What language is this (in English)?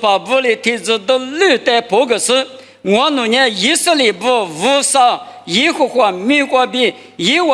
Lisu